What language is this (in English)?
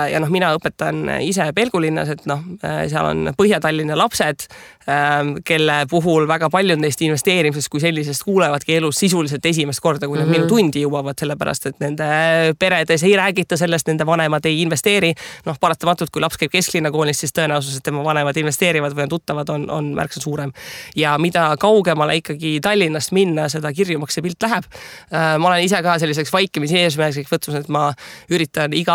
Estonian